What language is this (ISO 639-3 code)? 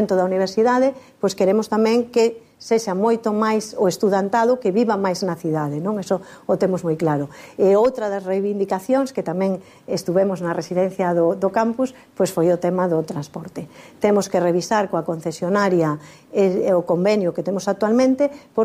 glg